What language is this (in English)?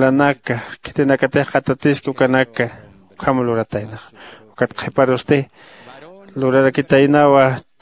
Aymara